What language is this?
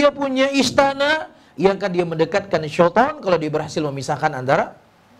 Indonesian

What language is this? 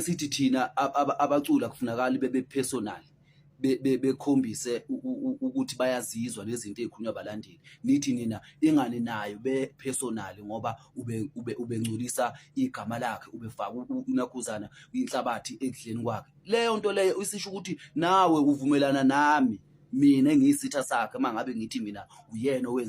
Zulu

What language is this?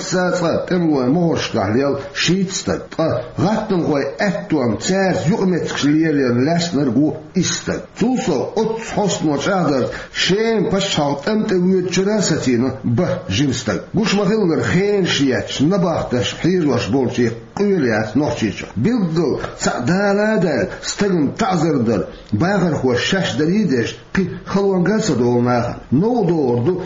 Chechen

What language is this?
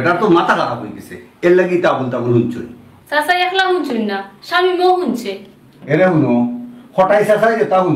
Sylheti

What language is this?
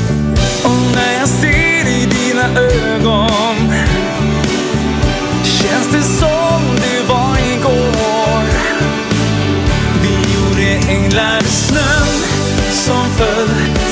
Swedish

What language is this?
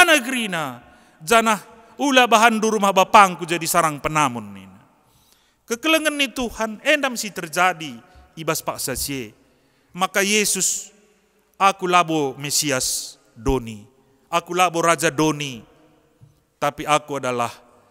Batak Karo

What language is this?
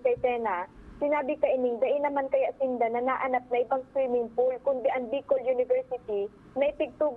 Bikol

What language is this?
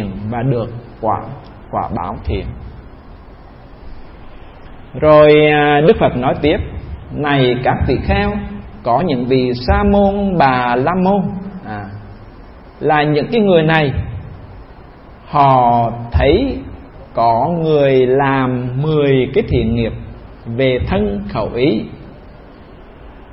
Vietnamese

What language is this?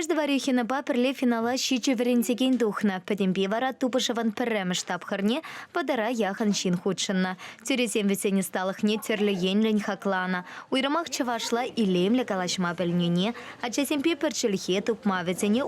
Chuvash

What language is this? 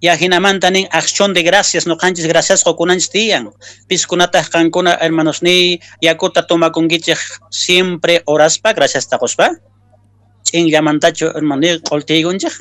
Quechua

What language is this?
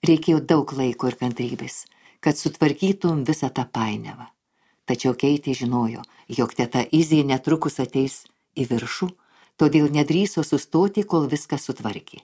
Lithuanian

